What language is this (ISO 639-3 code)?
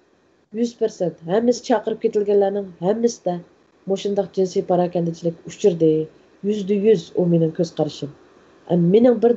uig